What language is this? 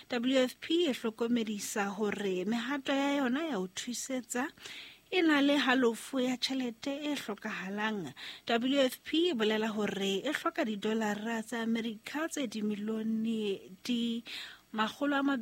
Southern Sotho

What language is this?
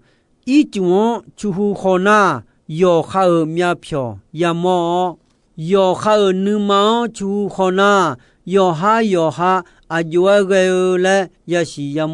Akha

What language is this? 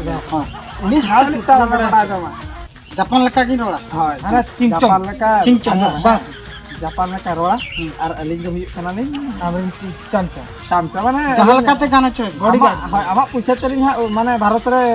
Santali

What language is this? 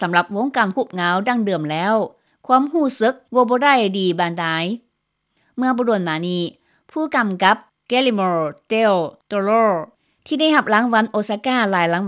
Lao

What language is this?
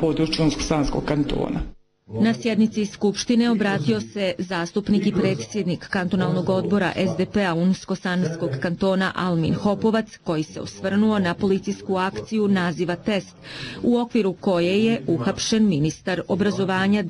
Bosnian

